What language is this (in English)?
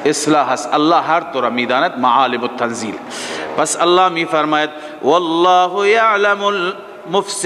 Persian